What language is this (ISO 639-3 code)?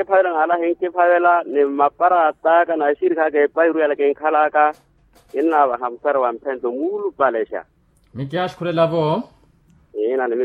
vmw